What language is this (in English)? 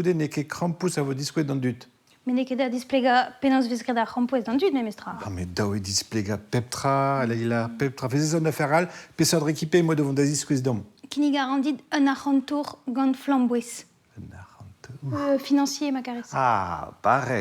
Breton